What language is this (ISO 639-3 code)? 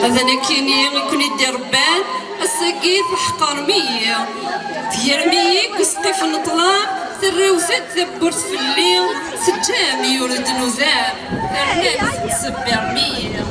kab